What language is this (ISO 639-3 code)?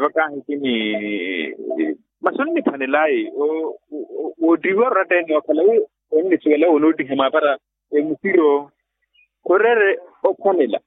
vmw